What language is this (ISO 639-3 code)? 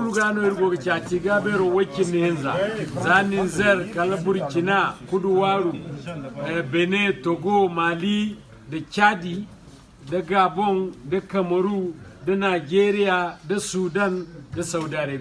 dje